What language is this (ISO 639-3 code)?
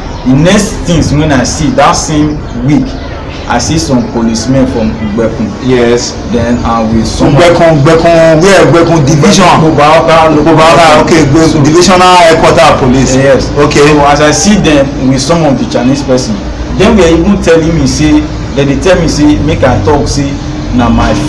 pcm